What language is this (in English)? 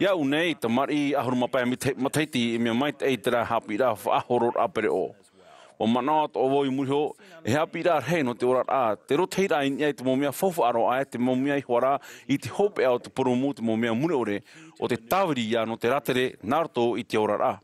Tahitian